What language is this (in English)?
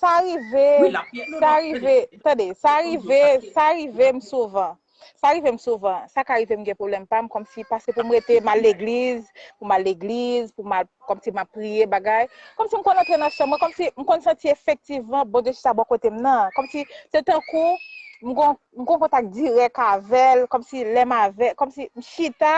Haitian Creole